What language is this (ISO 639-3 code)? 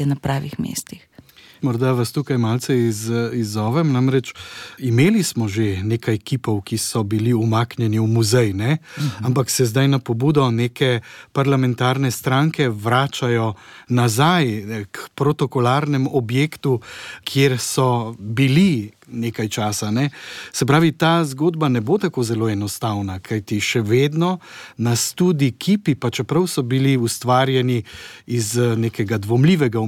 slv